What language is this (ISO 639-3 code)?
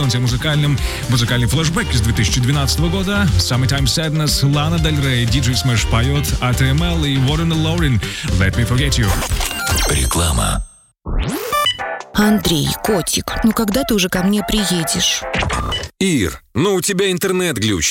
rus